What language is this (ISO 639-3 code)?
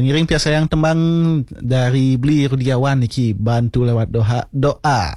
ban